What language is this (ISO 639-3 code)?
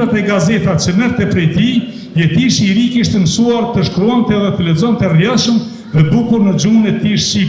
sqi